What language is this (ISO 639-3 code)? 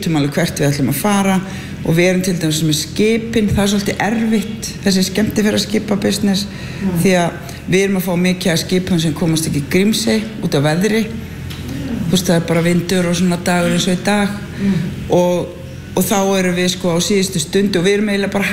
isl